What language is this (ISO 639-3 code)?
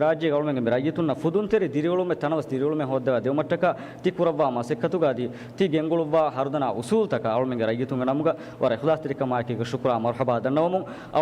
div